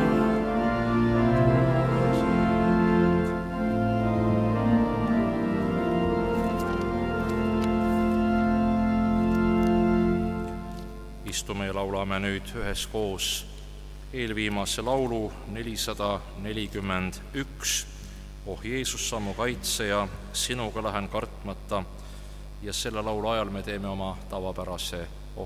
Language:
Estonian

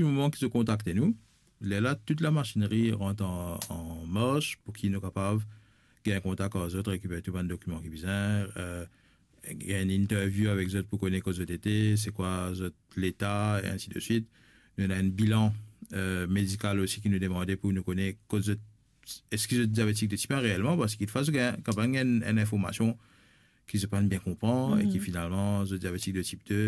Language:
Morisyen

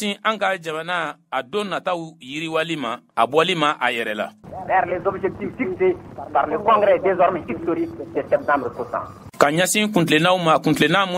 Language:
Bambara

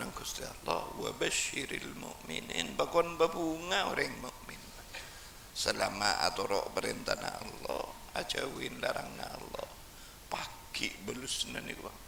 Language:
Madurese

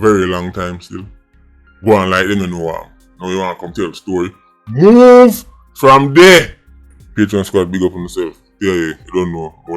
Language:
Jamaican Creole English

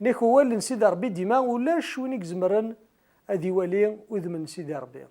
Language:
Kabyle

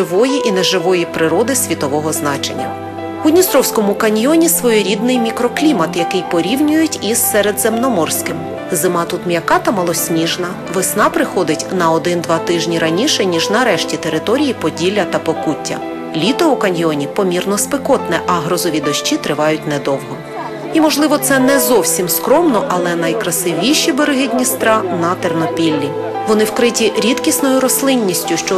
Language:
Ukrainian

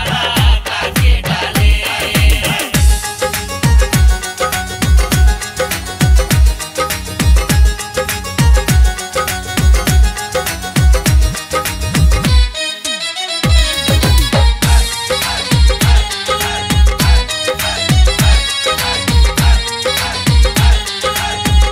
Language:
Bhojpuri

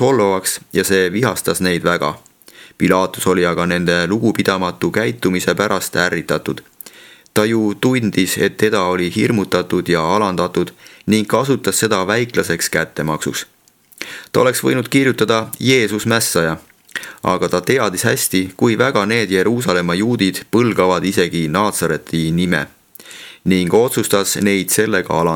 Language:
Estonian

